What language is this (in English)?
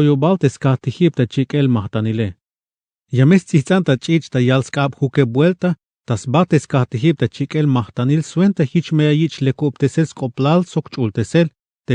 Tzeltal